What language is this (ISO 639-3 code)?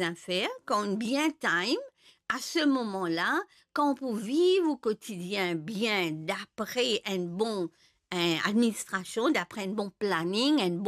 mfe